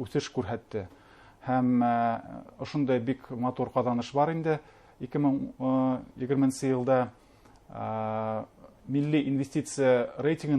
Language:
Bashkir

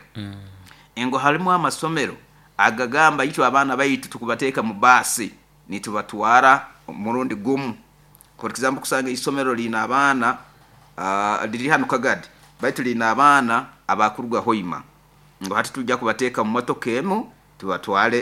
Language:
Nyoro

